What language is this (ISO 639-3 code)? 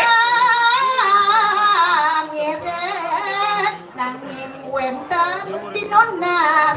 ban